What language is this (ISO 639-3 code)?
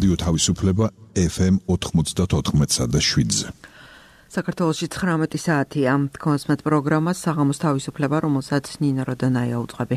kat